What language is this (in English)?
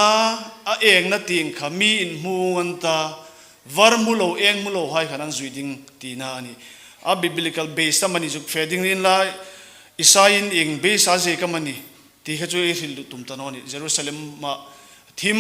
Hmar